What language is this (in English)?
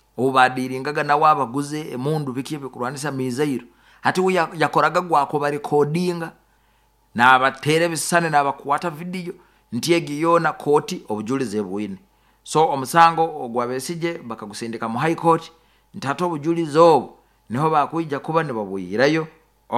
Nyoro